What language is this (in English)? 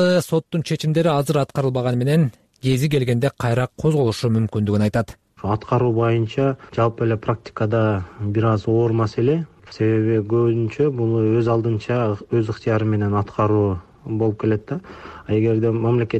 Kyrgyz